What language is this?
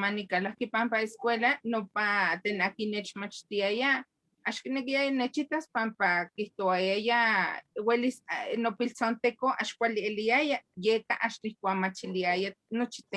Eastern Huasteca Nahuatl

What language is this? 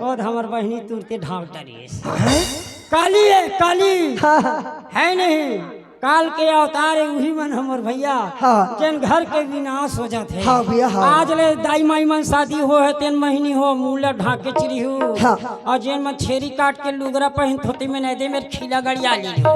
Chhattisgarhi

